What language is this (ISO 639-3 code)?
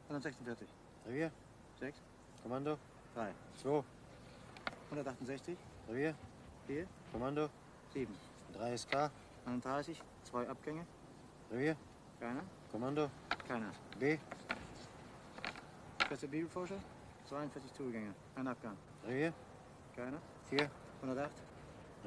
deu